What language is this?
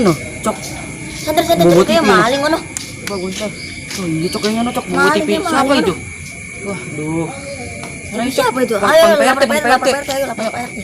Betawi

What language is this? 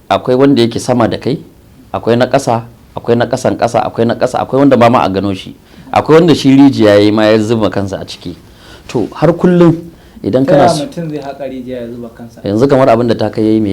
Hausa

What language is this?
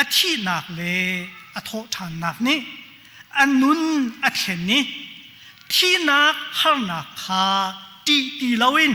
Hakha Chin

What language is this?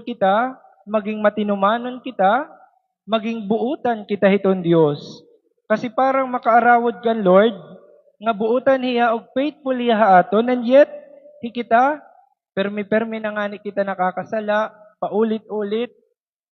Waray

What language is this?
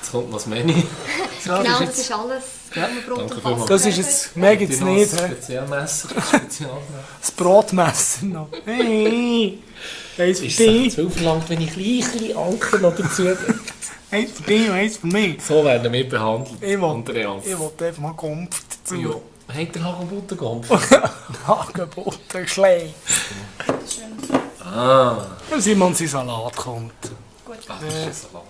Swiss German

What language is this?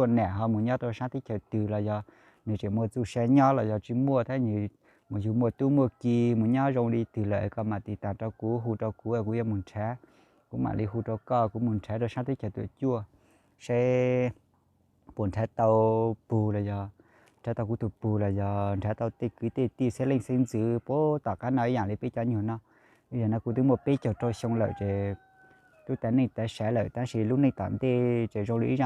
Hmong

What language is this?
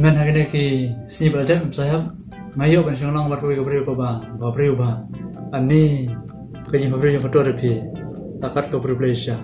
Khasi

